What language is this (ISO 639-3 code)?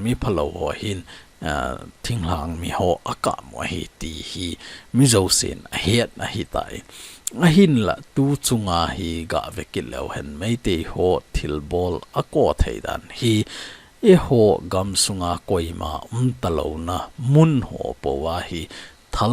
tcz